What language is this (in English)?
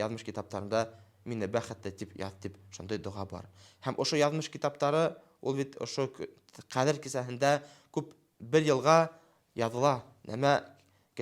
Bashkir